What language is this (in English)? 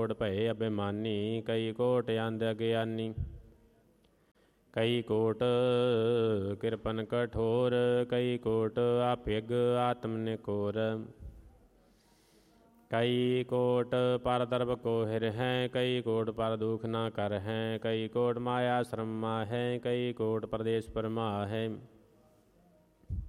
Punjabi